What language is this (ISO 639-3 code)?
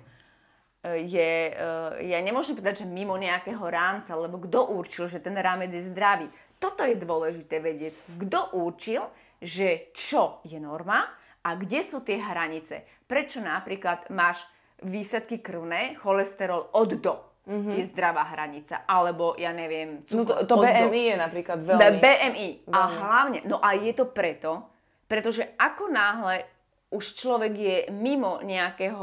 slk